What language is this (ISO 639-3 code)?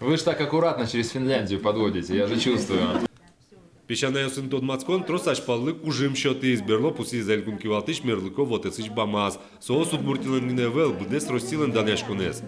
udm